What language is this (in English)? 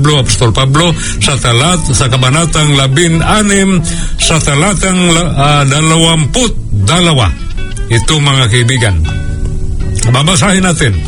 Filipino